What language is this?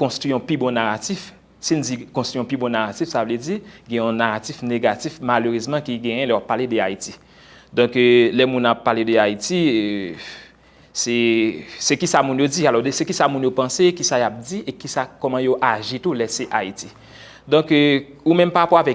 Haitian Creole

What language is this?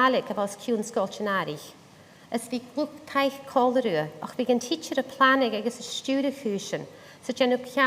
Scottish Gaelic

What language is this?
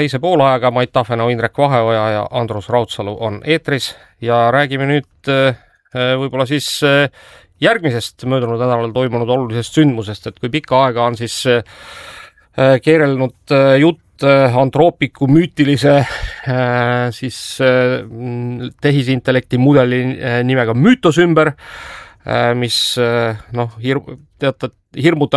Estonian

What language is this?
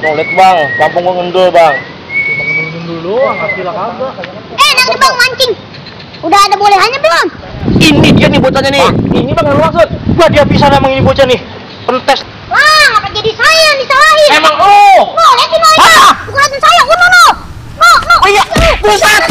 Betawi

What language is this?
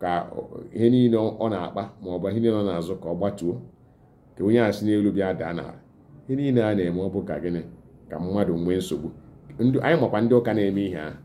Igbo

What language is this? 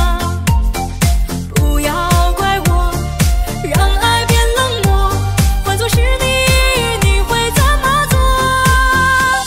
Chinese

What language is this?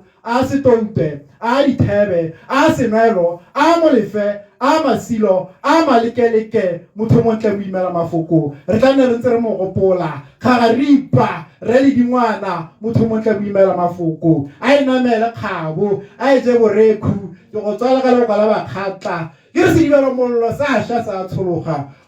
Tswana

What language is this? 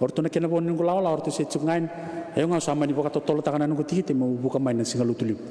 Fijian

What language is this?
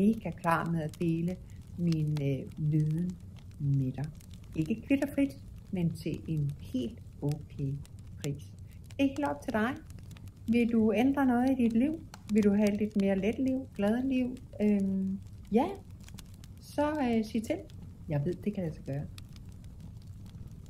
Danish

